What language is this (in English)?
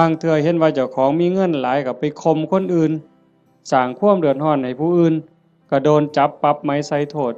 Northeastern Thai